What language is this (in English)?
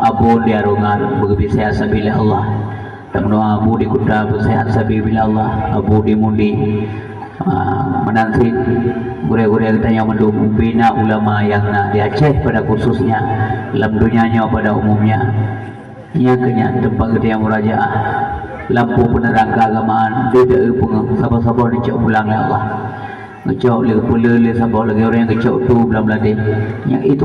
Achinese